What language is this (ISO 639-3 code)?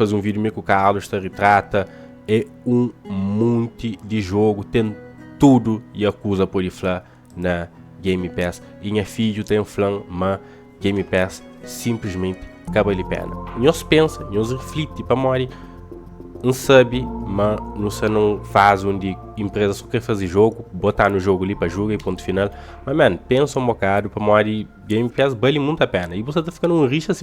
kea